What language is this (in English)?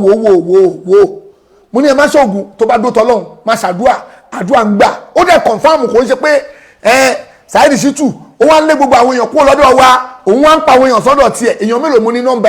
Yoruba